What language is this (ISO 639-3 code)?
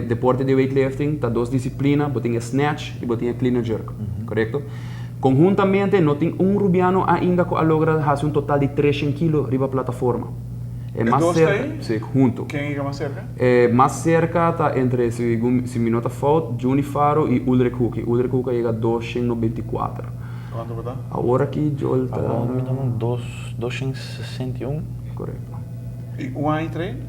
pap